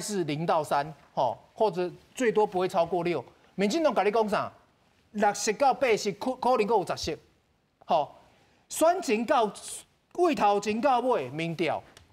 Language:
Min Nan Chinese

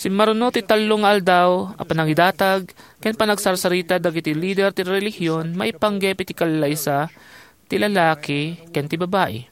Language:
Iloko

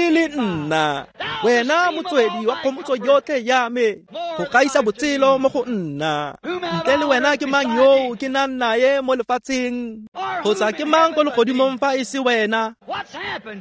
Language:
Tswana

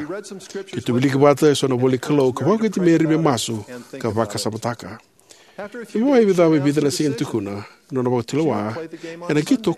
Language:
Fijian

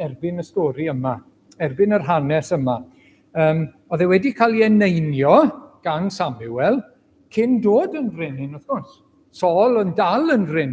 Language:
Welsh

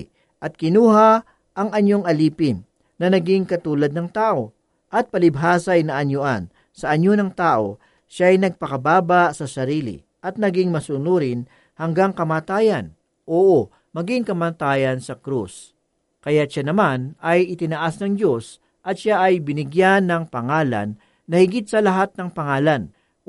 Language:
Filipino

